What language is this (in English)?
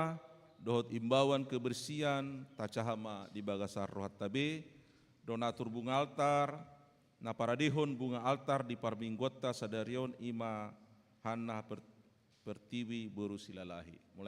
Batak Toba